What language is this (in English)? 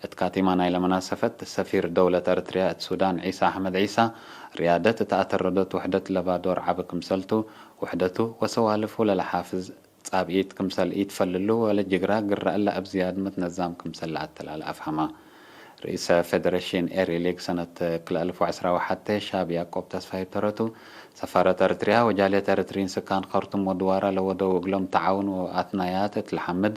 Tigre